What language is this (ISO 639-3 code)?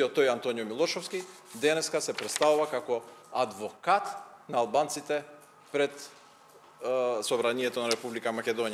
mkd